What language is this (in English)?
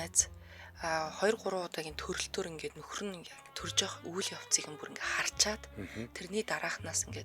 Mongolian